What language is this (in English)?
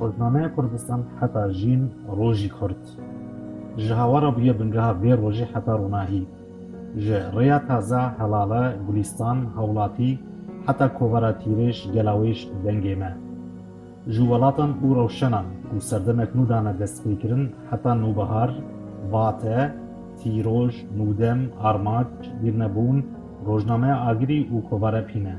Kurdish